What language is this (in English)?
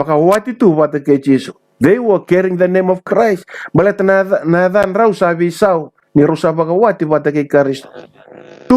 Fijian